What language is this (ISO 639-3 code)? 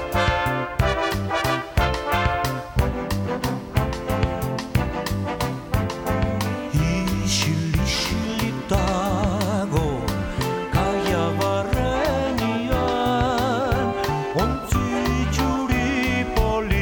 eus